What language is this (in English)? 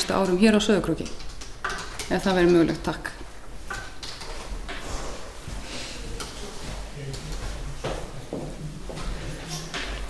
Icelandic